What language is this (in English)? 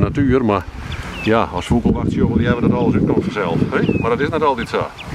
Western Frisian